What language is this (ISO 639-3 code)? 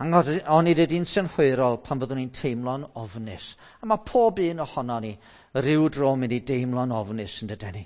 cym